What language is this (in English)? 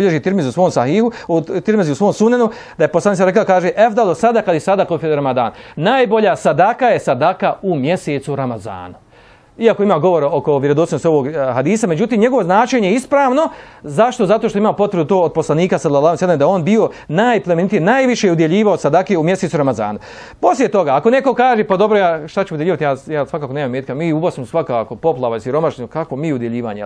Bosnian